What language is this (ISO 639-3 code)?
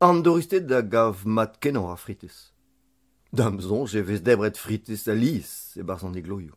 bre